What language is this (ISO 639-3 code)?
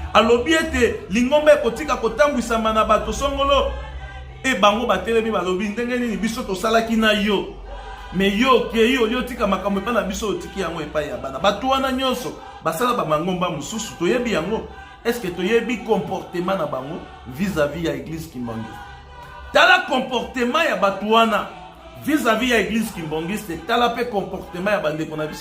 lin